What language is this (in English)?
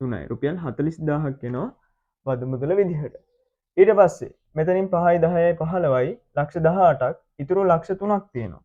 Sinhala